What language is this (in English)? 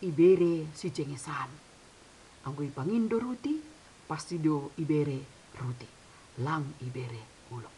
Batak Simalungun